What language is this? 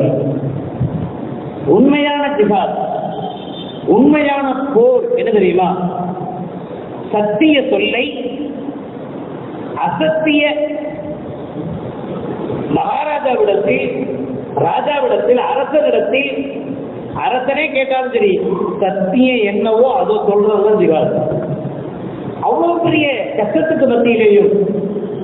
Tamil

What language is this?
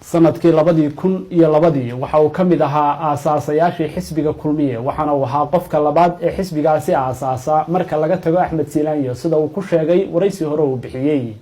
Somali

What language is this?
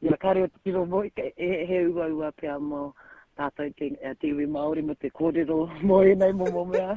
Māori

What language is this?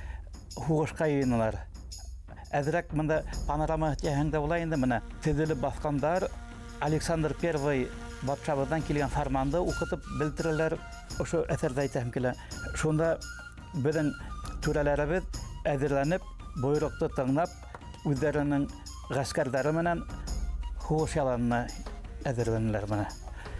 Bashkir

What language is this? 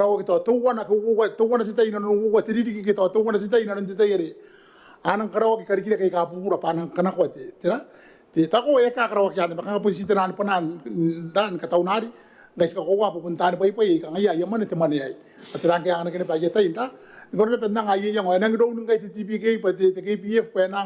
Gilbertese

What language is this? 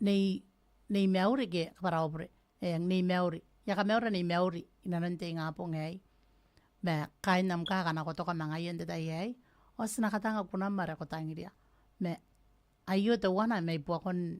Gilbertese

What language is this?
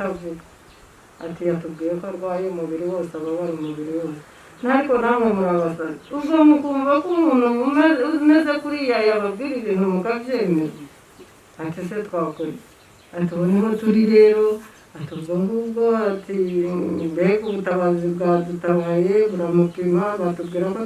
Kinyarwanda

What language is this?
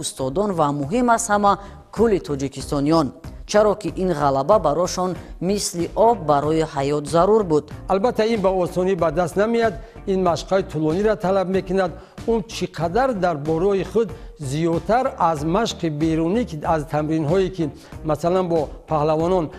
Tajik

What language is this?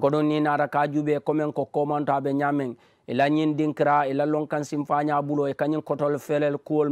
Mandingo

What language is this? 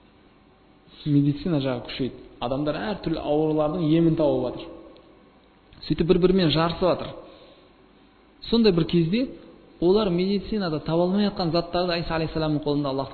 Kazakh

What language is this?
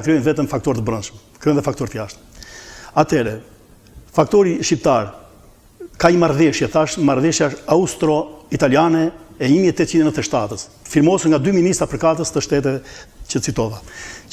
Albanian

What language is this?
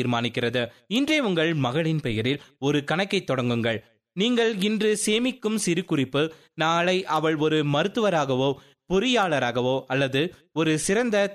Tamil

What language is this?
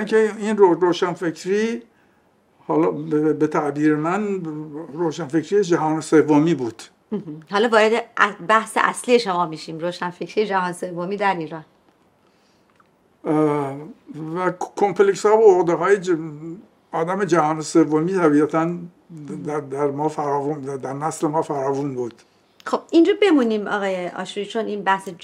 Persian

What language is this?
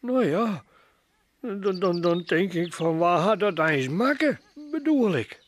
Western Frisian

